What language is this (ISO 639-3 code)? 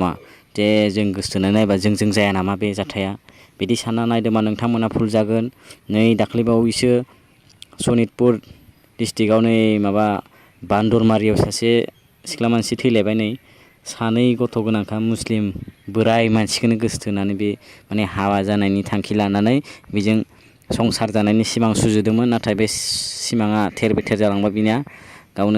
brx